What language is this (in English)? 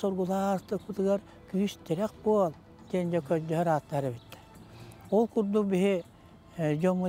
Yakut